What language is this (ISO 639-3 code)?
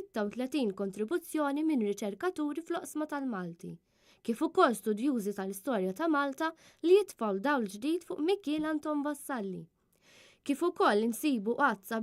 mlt